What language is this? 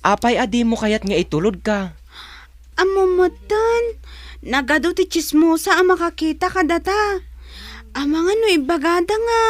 Iloko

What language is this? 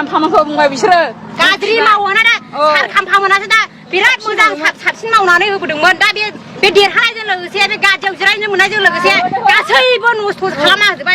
Bodo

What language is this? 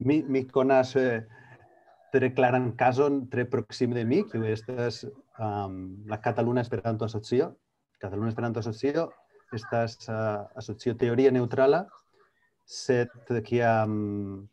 Esperanto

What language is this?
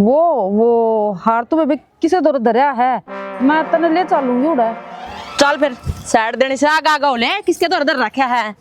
Haryanvi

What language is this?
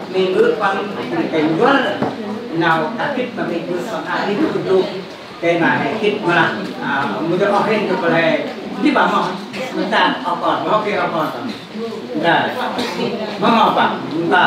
Central Mnong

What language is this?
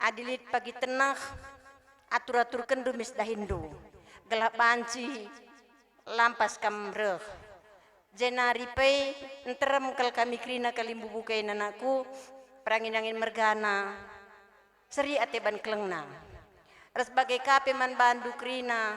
Batak Karo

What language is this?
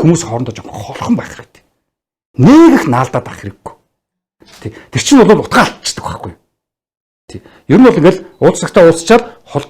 Mongolian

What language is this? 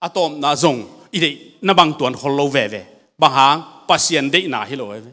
Tedim Chin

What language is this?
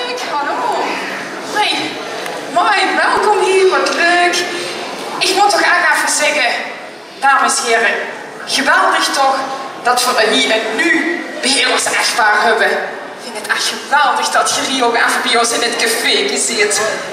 Limburgish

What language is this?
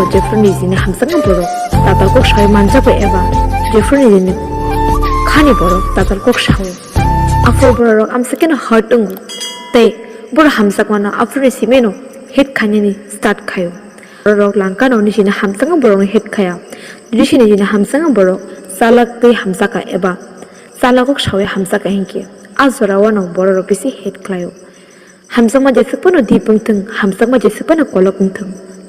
Kok Borok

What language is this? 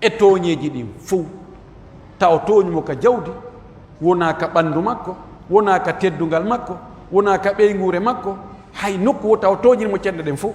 Pular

